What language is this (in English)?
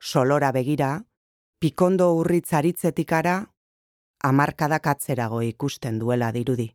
Basque